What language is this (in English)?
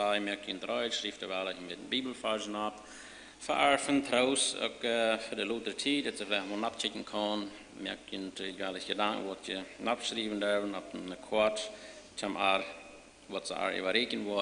Plautdietsch